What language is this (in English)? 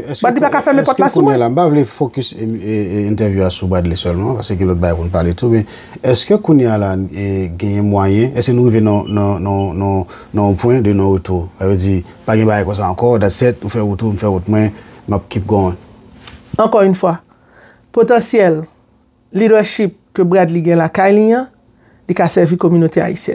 Haitian Creole